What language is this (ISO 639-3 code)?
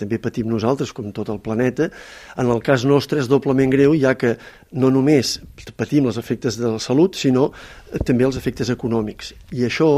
cat